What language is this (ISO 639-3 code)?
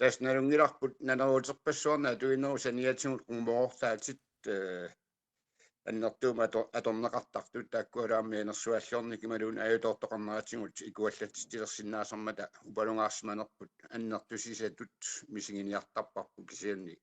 kal